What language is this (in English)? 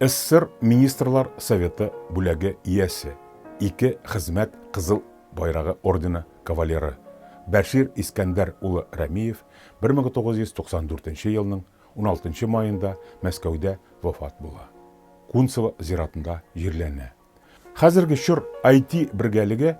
Tatar